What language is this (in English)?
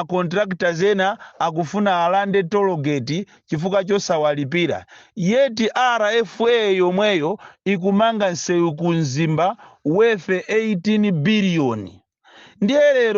Nyanja